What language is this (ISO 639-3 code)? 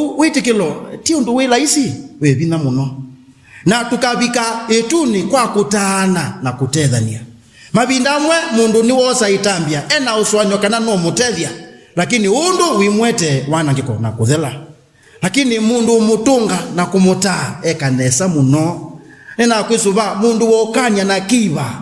kam